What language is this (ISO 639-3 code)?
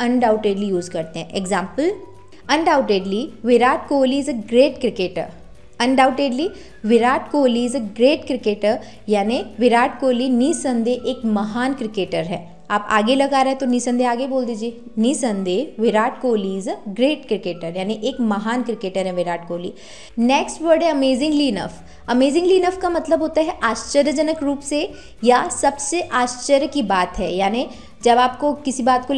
hin